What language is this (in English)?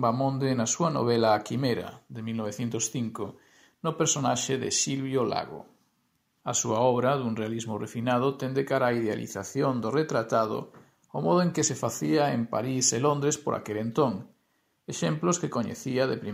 Galician